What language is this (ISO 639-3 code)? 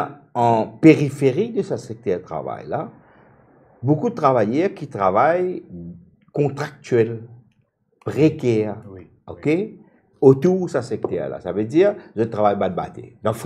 mfe